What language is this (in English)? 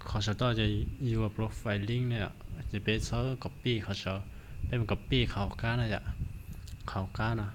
Hmong